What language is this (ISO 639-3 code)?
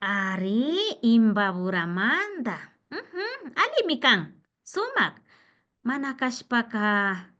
qvi